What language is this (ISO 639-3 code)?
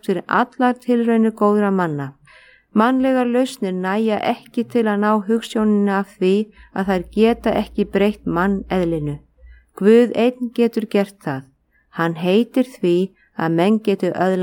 isl